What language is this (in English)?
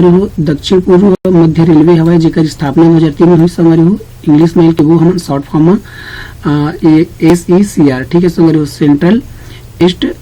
Chhattisgarhi